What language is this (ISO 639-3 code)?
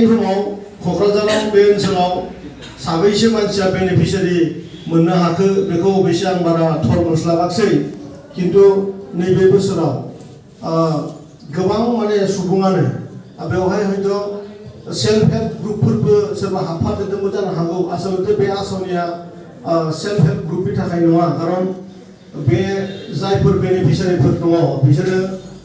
brx